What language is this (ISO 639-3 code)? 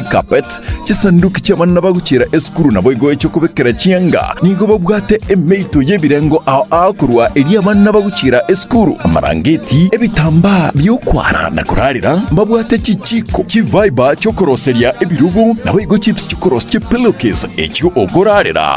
guz